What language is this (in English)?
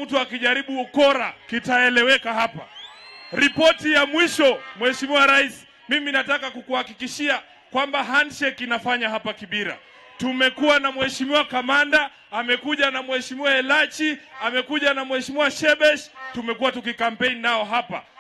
Swahili